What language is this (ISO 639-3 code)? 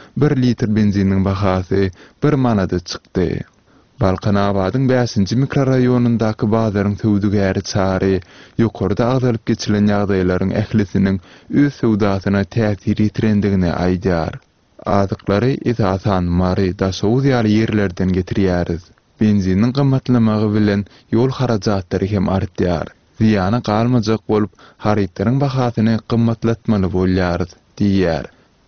tuk